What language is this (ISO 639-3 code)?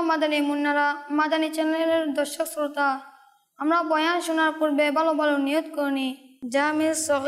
ben